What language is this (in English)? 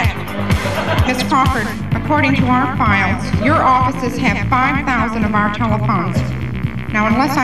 English